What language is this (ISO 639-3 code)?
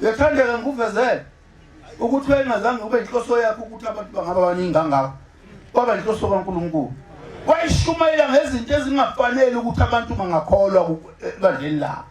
zul